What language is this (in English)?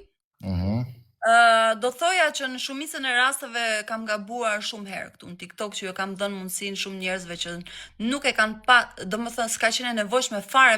Albanian